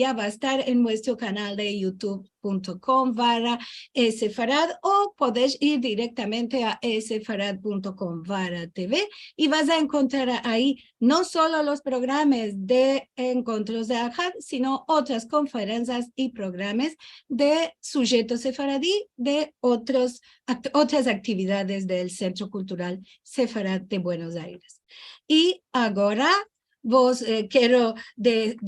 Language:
Ladino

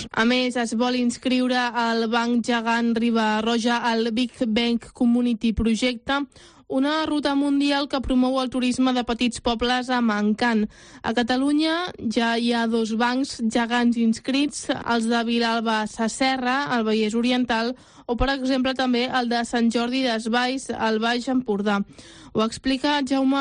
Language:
Catalan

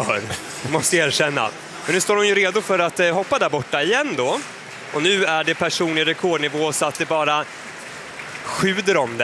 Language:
Swedish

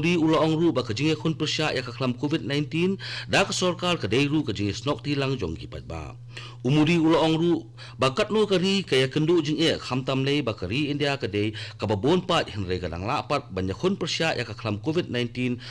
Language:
Khasi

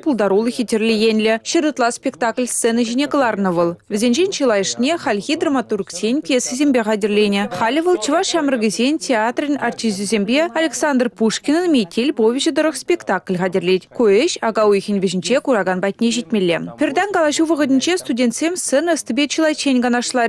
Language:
Chuvash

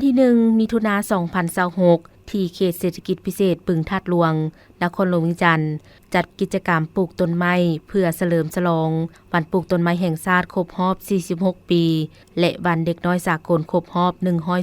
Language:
Lao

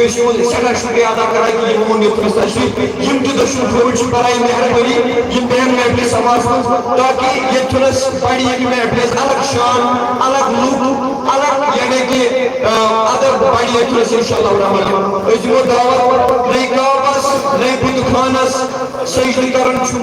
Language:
Kashmiri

